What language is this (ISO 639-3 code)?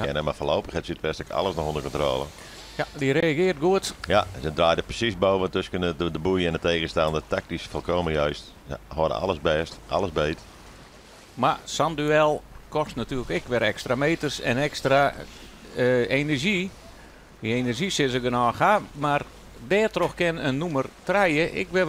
fry